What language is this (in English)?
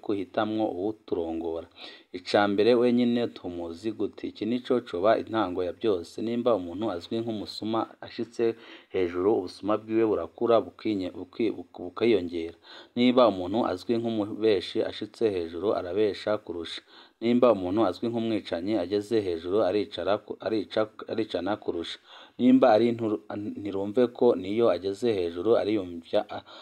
Rundi